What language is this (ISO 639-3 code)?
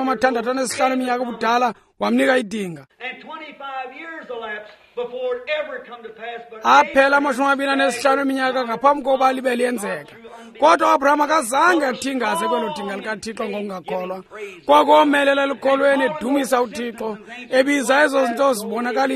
xho